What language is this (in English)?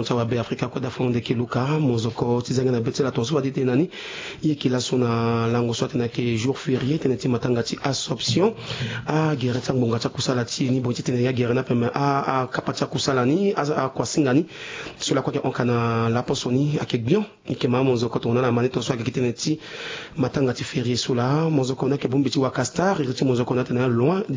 Sango